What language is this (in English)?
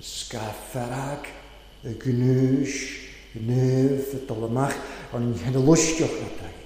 Welsh